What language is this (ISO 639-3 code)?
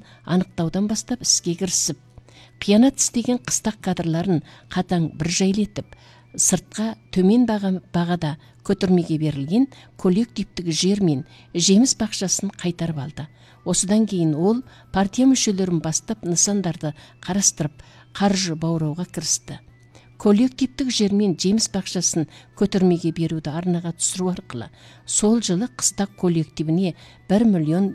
kaz